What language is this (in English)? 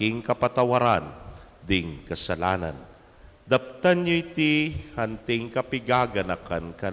Pampanga